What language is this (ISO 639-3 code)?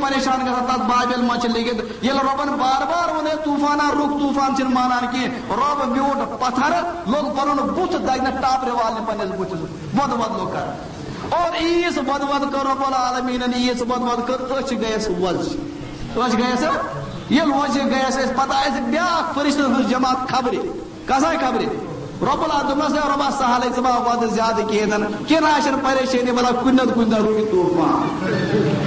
kas